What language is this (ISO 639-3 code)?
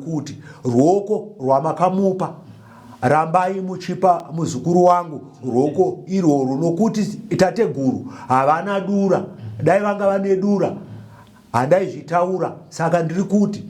sna